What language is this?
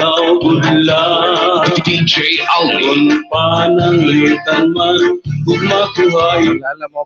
Waray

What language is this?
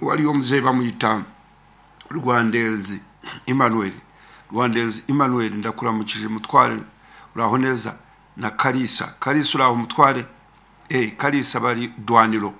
Nyankole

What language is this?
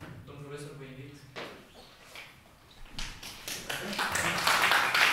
Romanian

